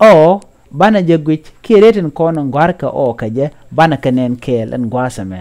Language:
Nuer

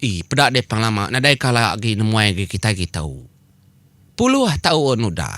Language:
Iban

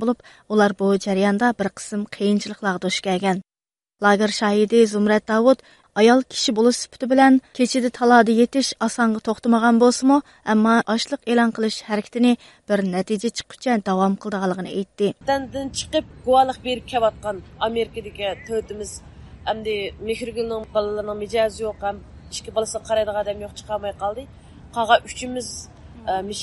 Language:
Uyghur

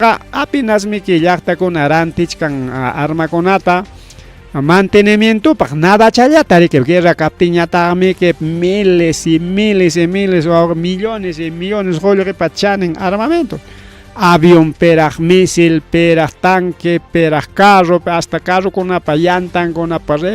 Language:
Ayacucho Quechua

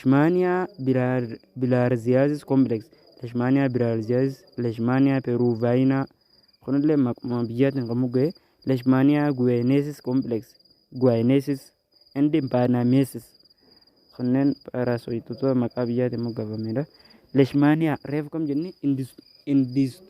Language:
Oromo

